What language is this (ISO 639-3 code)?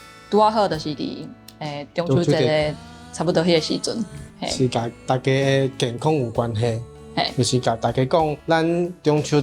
nan